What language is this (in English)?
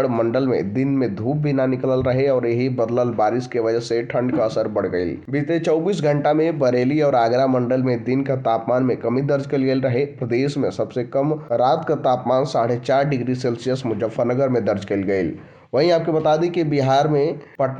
Bhojpuri